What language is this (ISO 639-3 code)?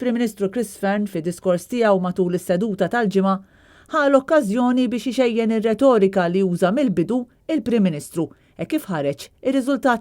mlt